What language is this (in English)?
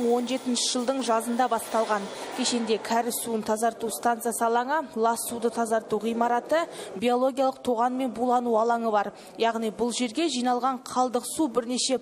Kazakh